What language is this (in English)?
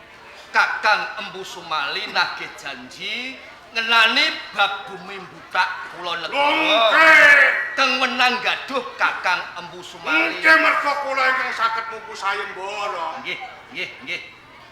Javanese